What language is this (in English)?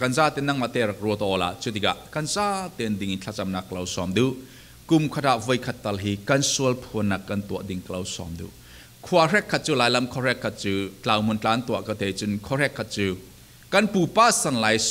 Falam Chin